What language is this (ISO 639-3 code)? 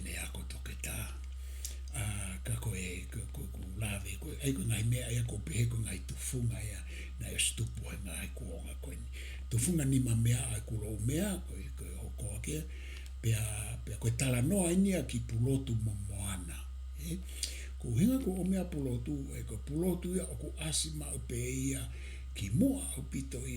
ton